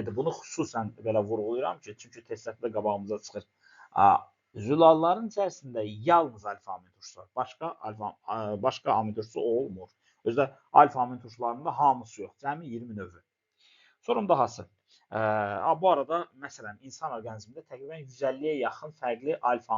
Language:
Azerbaijani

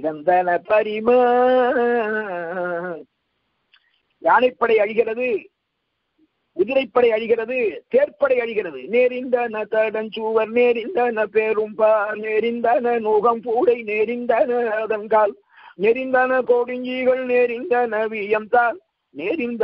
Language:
Tamil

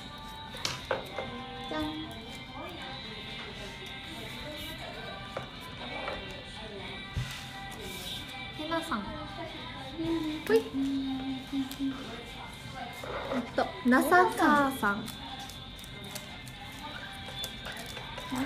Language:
Japanese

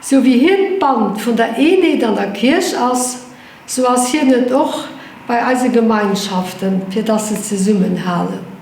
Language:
Luxembourgish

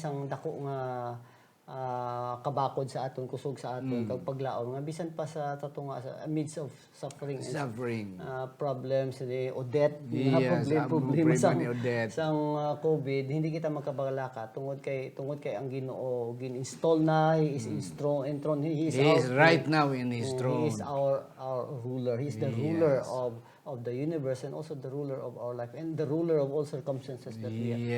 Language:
Hiligaynon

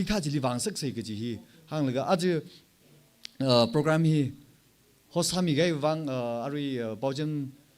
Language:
Tangkhul Naga (India)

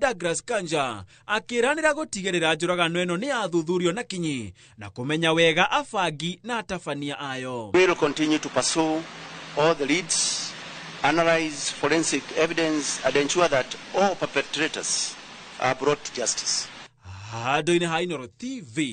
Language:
Kikuyu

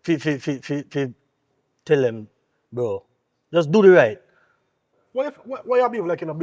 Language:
Jamaican Creole English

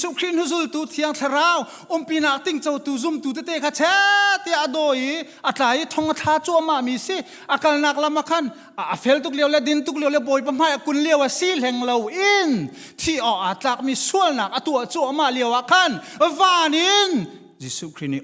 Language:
Hakha Chin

